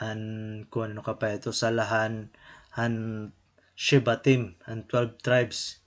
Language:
Waray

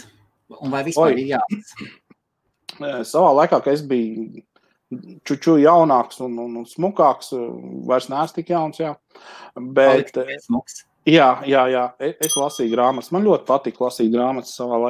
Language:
Latvian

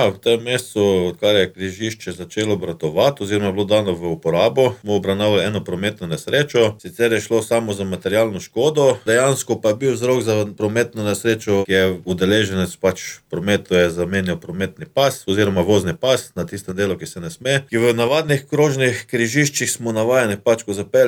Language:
Slovenian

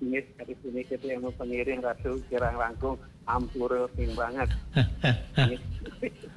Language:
Balinese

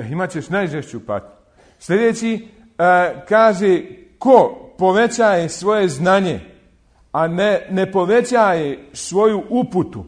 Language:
Bosnian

